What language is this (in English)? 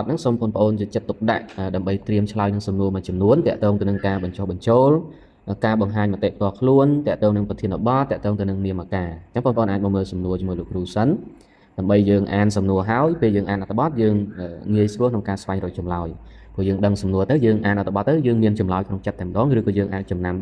Khmer